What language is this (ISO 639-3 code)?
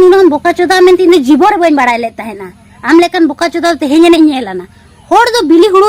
sat